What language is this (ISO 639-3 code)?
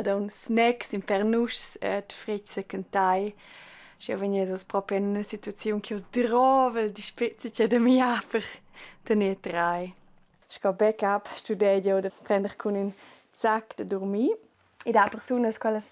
roh